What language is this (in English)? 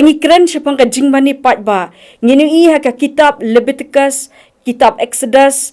Khasi